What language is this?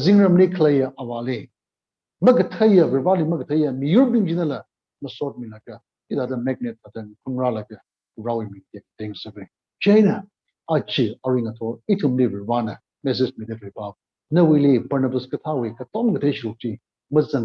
Tangkhul Naga (India)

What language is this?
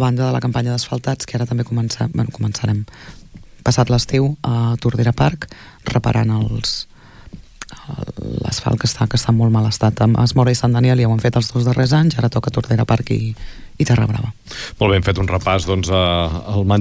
Catalan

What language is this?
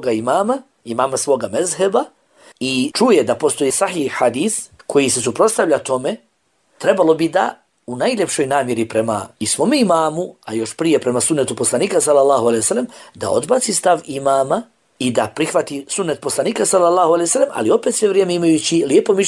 Bosnian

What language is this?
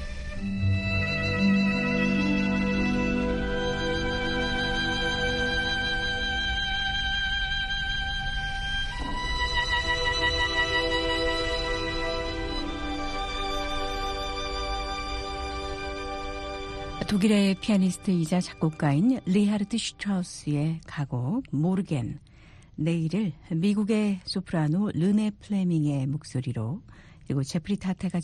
Korean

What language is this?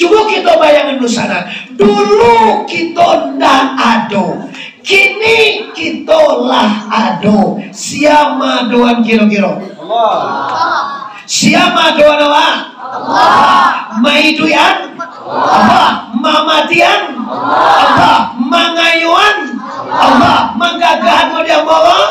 Minangkabau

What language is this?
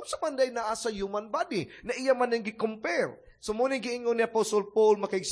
Cebuano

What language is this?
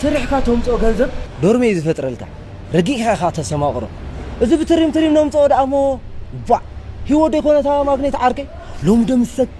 Tigrinya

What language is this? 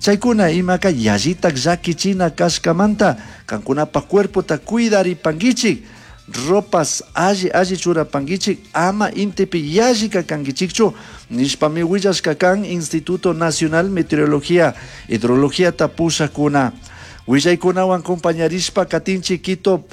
Chimborazo Highland Quichua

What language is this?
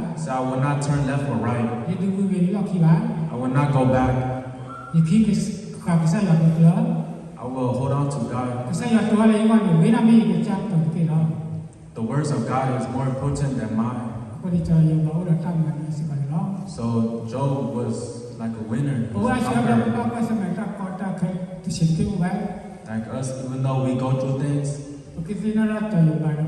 S'gaw Karen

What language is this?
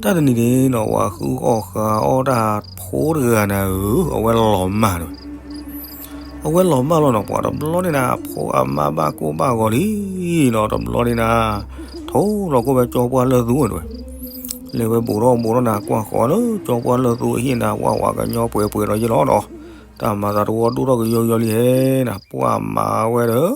S'gaw Karen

